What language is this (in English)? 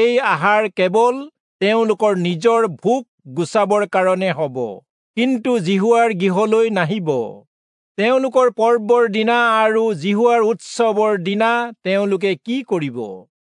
Assamese